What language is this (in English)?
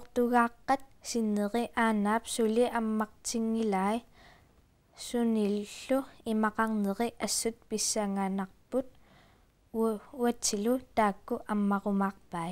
Kalaallisut